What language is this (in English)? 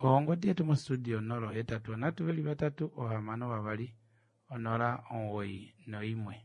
Kuanyama